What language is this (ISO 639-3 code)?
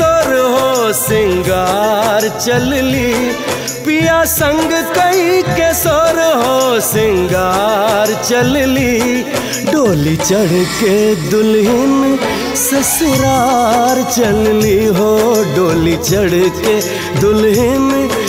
bho